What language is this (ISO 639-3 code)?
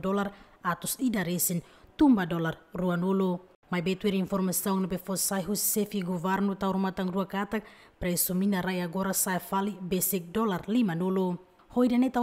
tet